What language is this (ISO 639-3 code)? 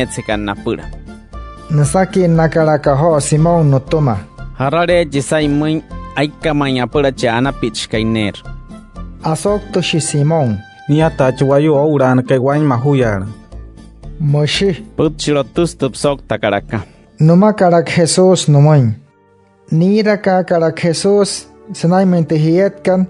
guc